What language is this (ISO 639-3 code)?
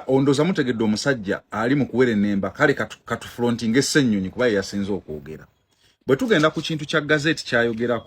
lug